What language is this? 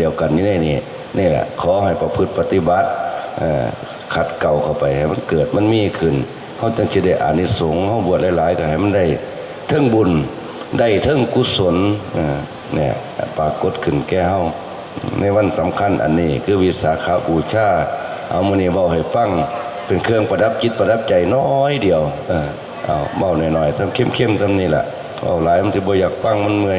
Lao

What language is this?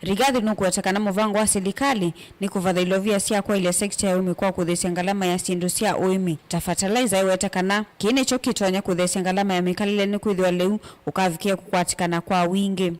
Kamba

